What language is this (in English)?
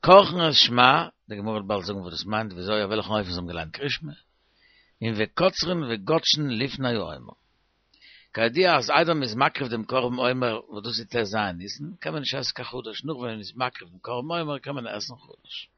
Yiddish